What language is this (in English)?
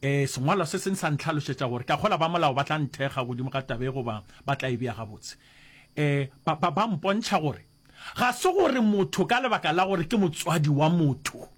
Northern Sotho